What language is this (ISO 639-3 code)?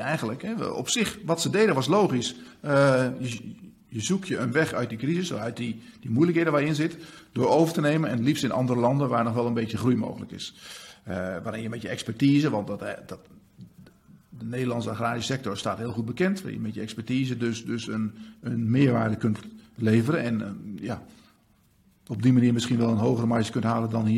nld